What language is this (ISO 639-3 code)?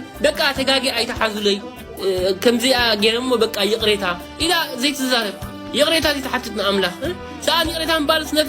tir